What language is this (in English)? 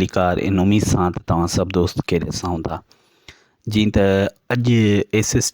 Sindhi